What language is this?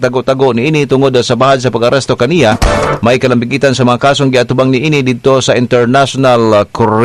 Cebuano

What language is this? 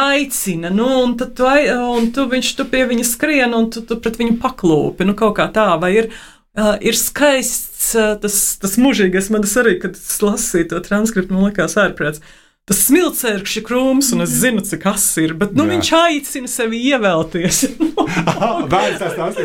Latvian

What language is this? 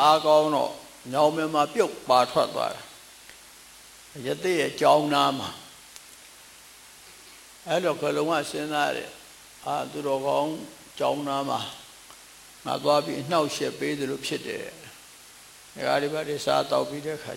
Burmese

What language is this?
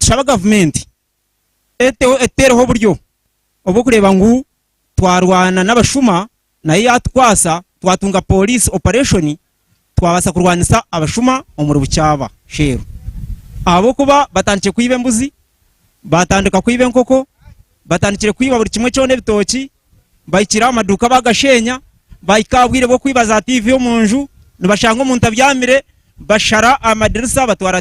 Nyankole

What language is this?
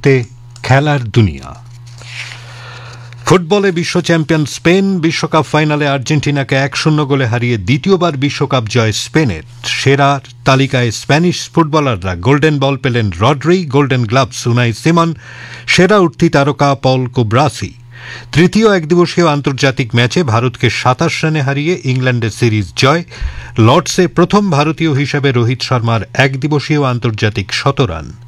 Bangla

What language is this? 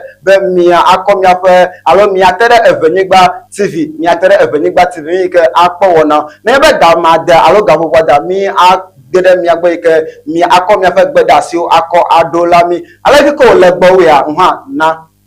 Ewe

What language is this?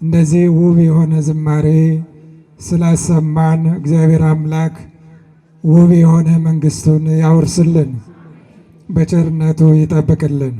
Amharic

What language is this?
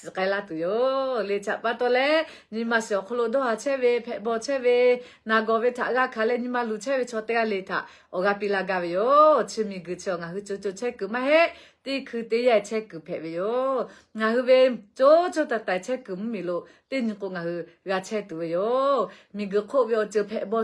Lahu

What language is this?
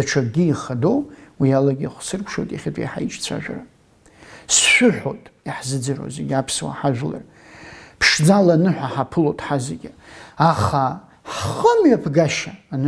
Abkhazian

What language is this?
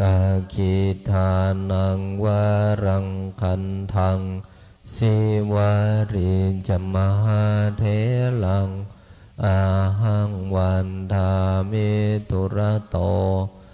Pali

